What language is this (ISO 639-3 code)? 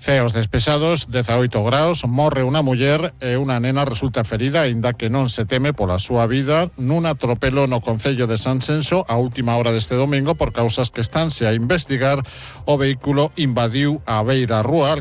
glg